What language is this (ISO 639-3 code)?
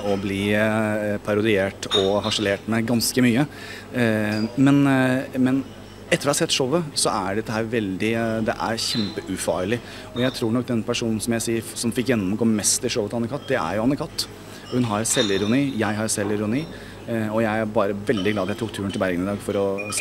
nor